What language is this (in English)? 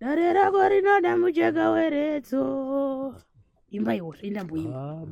Shona